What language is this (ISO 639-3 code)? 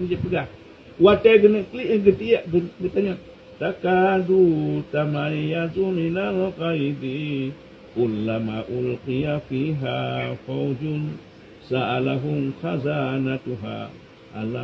ace